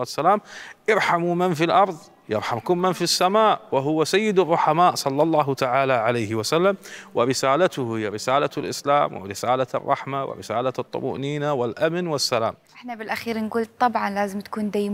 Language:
Mesopotamian Arabic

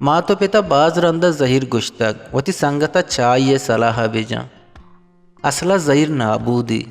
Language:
Eastern Balochi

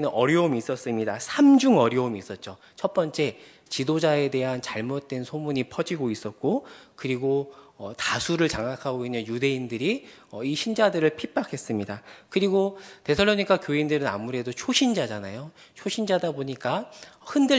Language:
Korean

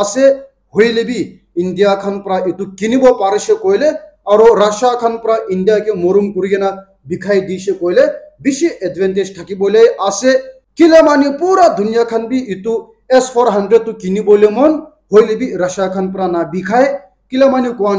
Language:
Naga Pidgin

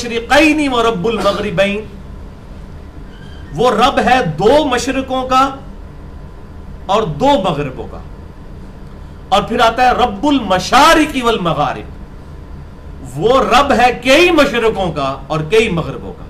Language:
Urdu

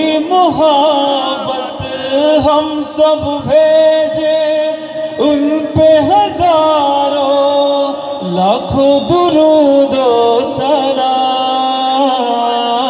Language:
Bangla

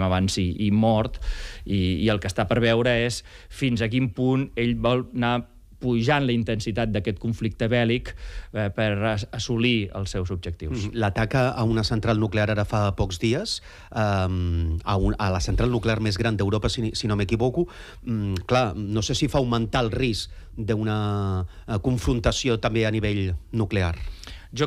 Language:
Catalan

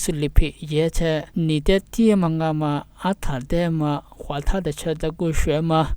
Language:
Lisu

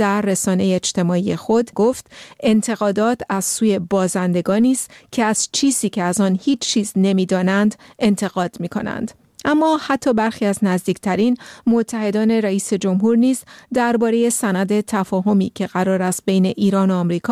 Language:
Persian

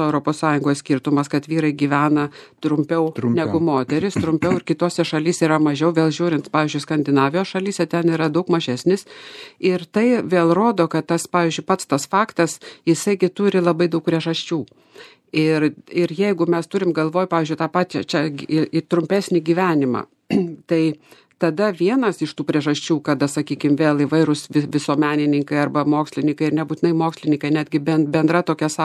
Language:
Lithuanian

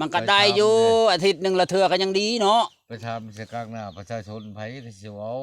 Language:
Lao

